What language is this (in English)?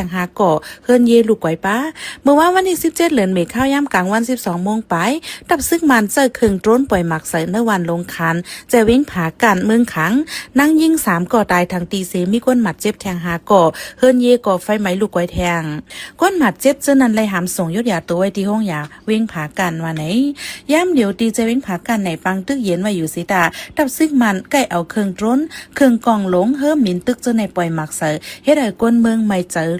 Shan